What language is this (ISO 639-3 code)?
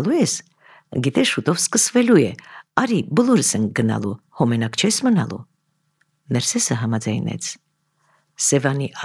hye